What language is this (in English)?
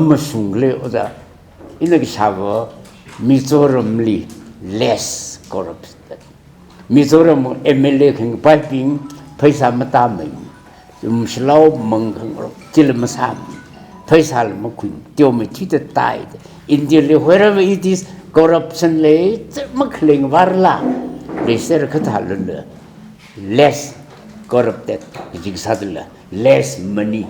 Tangkhul Naga (India)